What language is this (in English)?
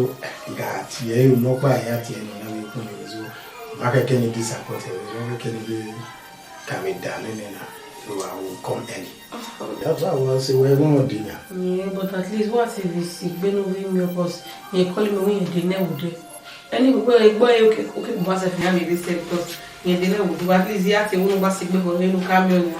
Bini